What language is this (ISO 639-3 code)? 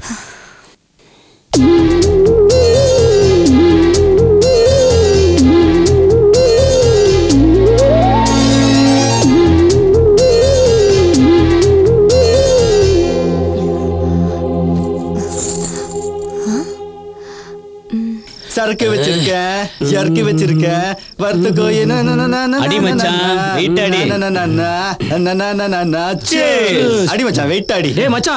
tam